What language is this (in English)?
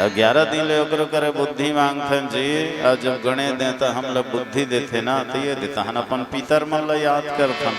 Chhattisgarhi